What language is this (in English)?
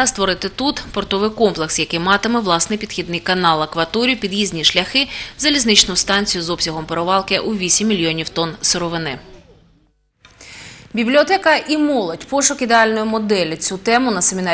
Ukrainian